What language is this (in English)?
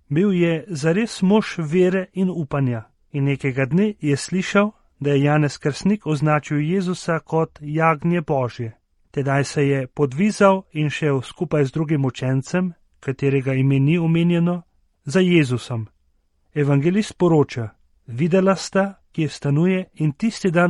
Slovenian